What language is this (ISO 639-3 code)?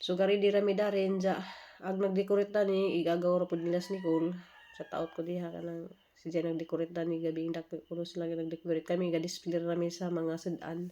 ceb